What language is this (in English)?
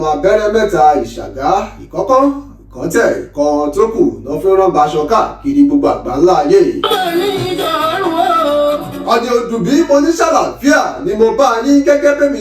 Yoruba